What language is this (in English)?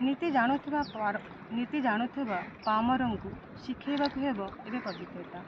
Odia